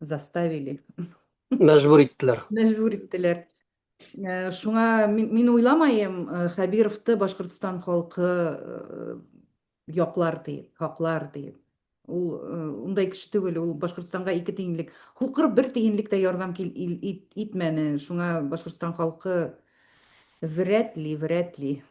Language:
Bashkir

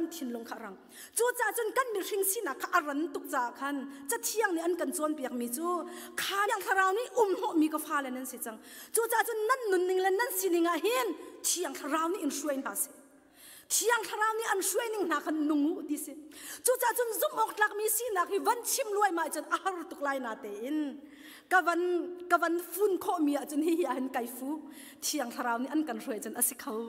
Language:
Hakha Chin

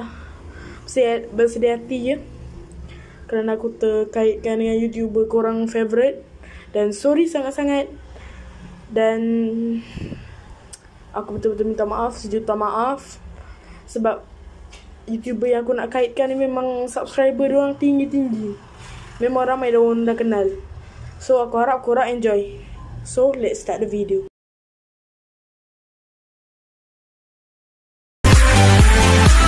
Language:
Malay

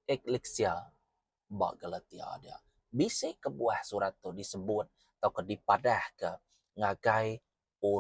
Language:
Iban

